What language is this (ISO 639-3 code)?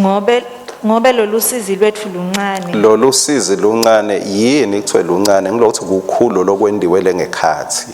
ssw